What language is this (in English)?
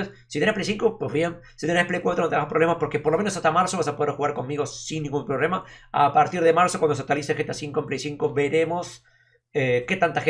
Spanish